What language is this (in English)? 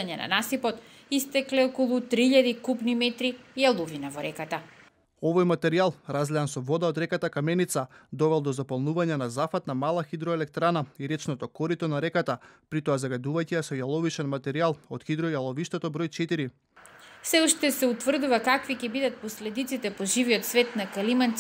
Macedonian